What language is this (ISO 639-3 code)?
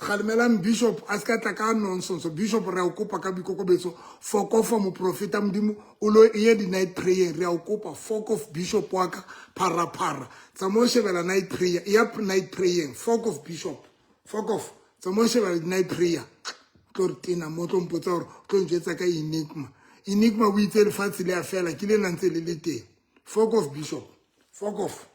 sot